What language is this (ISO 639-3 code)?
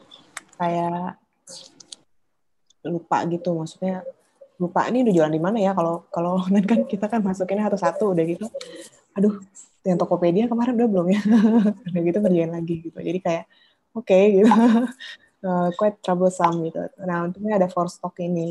ind